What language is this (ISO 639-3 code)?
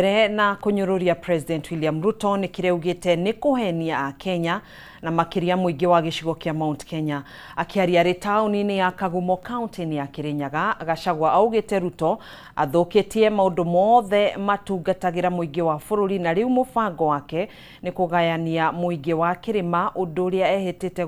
kik